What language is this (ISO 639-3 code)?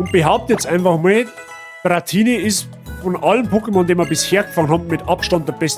bar